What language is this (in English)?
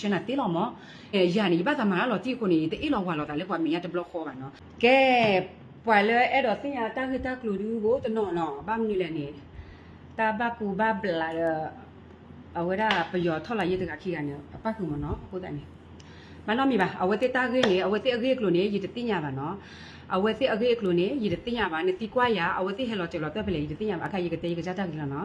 S'gaw Karen